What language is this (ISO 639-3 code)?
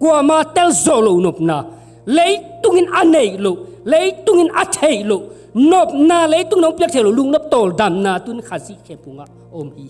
ctd